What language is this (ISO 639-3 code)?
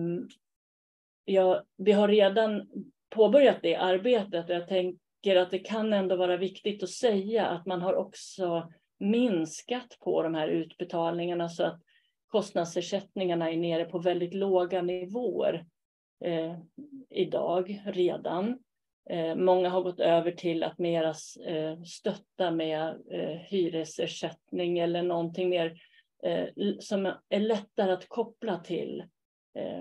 swe